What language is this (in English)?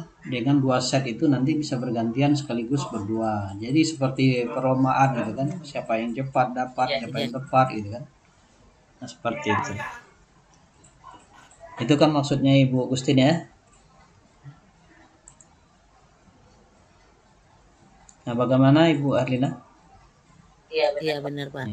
Indonesian